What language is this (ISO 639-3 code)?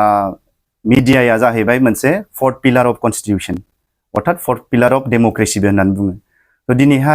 brx